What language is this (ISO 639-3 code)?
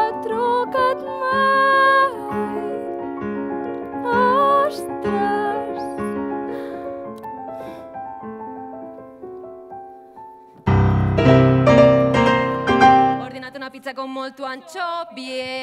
cat